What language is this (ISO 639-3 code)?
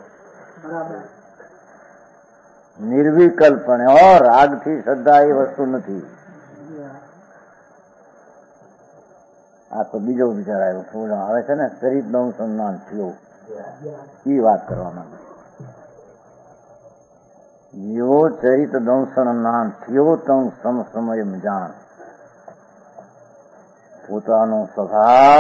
guj